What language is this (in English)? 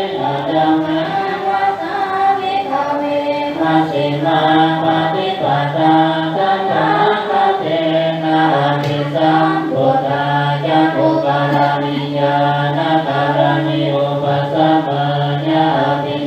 Pali